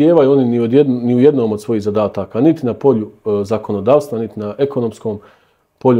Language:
Bosnian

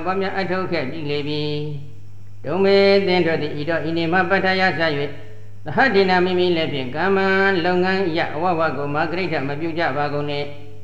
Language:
Burmese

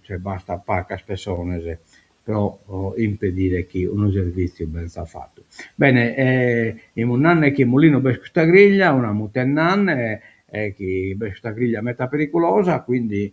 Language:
Sardinian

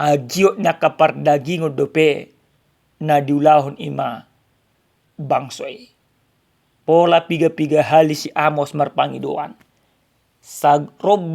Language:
Batak Toba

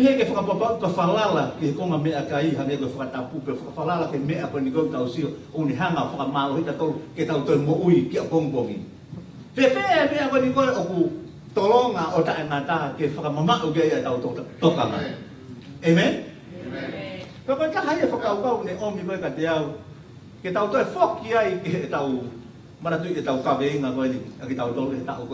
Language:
Tongan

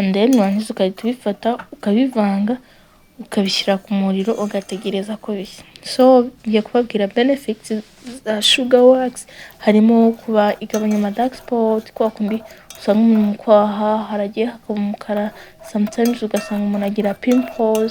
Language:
Kinyarwanda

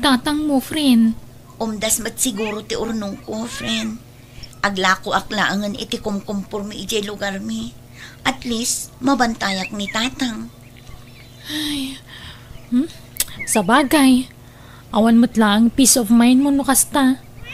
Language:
Iloko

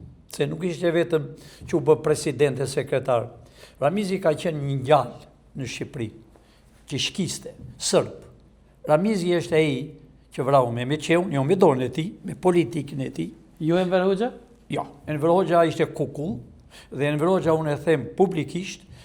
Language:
Albanian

